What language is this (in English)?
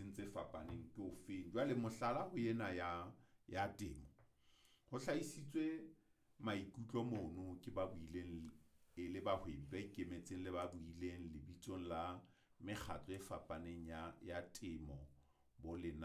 Southern Sotho